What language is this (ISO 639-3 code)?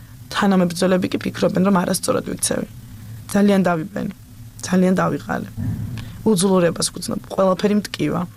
kat